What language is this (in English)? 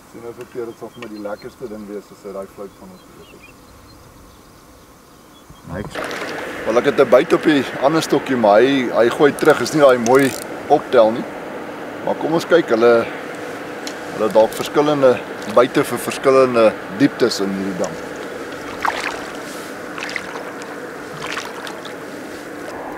Afrikaans